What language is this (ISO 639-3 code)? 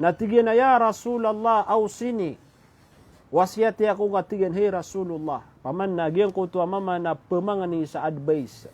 mrw